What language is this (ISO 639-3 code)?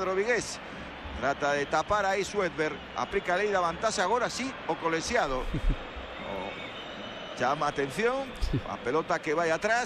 glg